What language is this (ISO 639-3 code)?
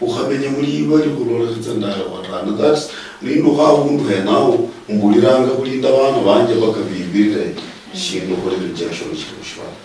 luy